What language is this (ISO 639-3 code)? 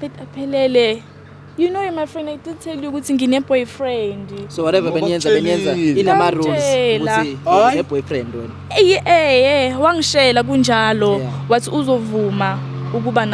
zul